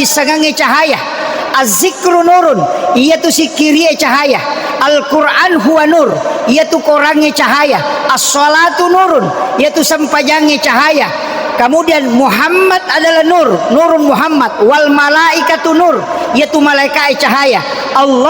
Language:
Buginese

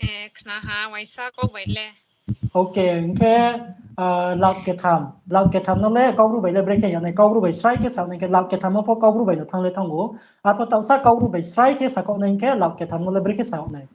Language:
Riang (India)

